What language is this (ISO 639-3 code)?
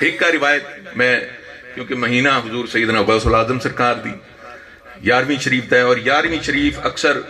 skr